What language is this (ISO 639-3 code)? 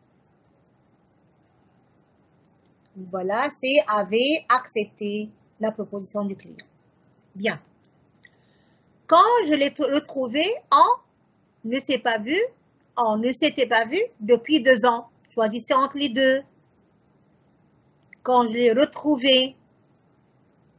fra